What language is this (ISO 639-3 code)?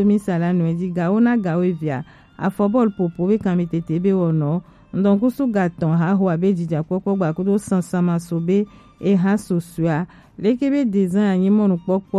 gej